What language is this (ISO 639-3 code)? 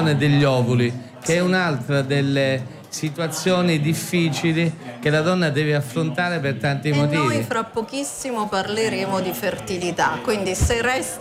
ita